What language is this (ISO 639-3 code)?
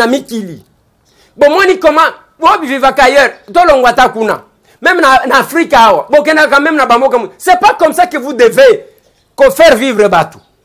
lin